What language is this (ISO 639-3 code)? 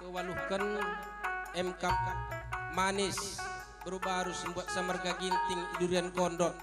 btx